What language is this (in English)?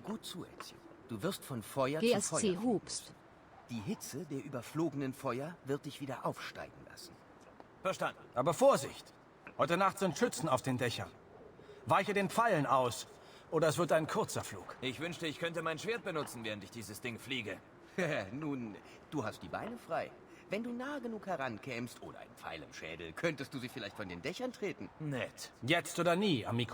Bavarian